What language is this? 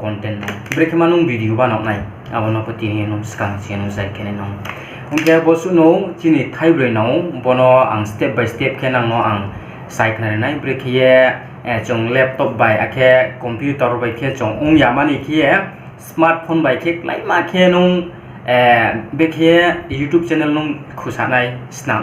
Riang (India)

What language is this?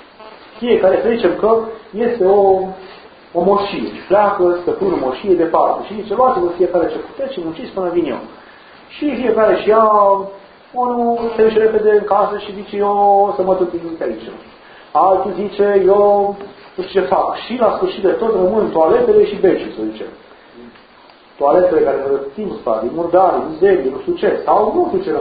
Romanian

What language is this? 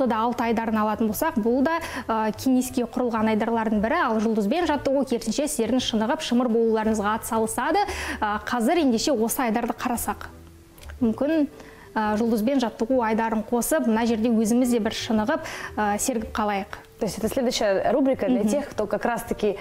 Kazakh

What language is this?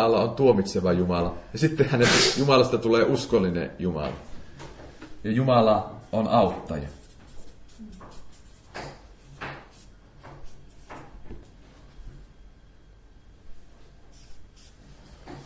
Finnish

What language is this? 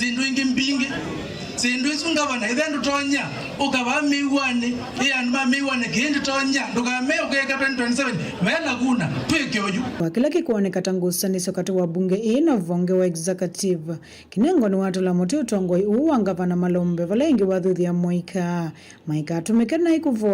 Kamba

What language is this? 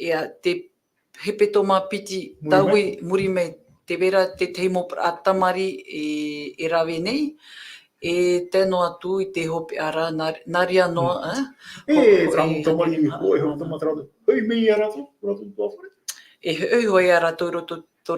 Tahitian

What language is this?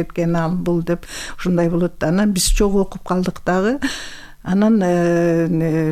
Kyrgyz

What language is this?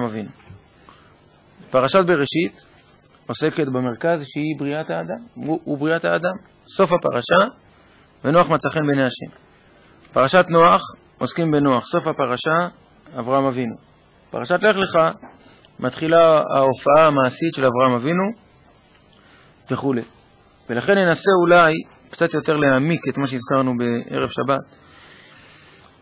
Hebrew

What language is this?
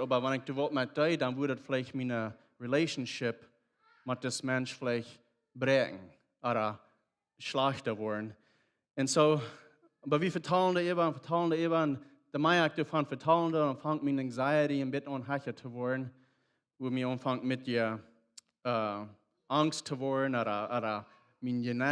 Plautdietsch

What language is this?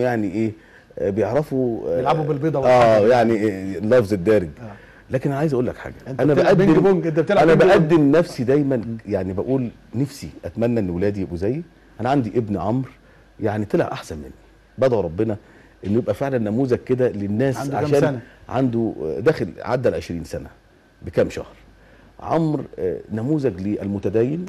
Egyptian Arabic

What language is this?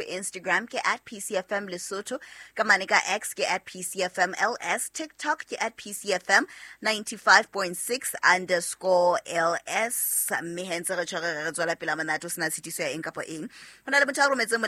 Southern Sotho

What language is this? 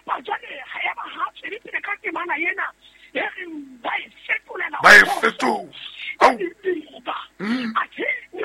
Southern Sotho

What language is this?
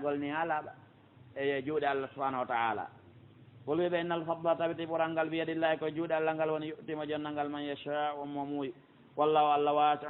Pular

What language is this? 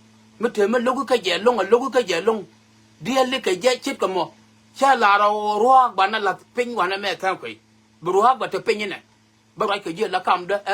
Nuer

